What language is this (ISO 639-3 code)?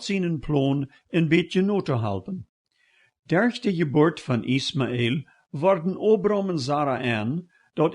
pdt